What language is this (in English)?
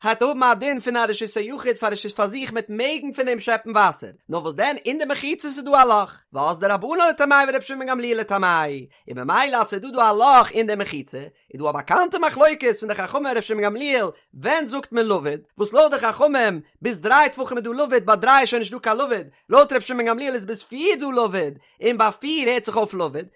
Yiddish